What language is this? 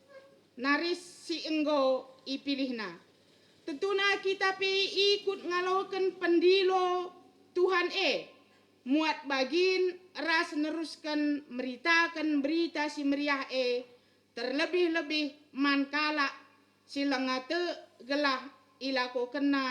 Batak Karo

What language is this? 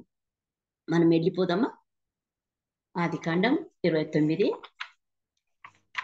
Telugu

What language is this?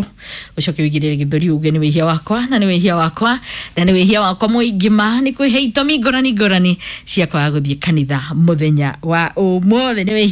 Kikuyu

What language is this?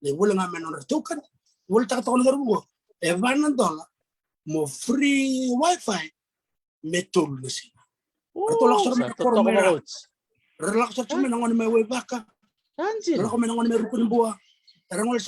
Fijian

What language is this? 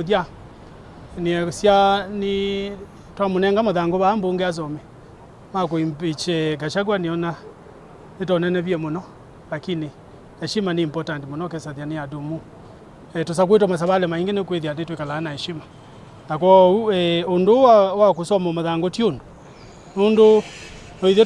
Kamba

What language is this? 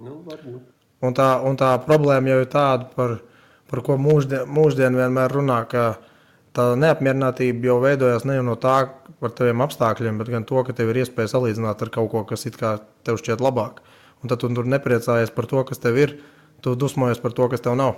Latvian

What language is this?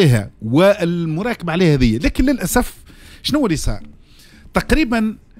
Tunisian Arabic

